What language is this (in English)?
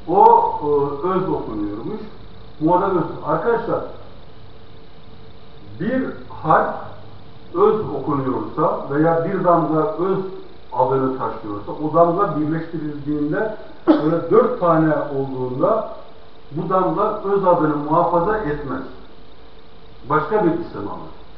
Turkish